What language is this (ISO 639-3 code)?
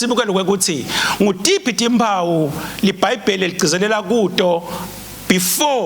ssw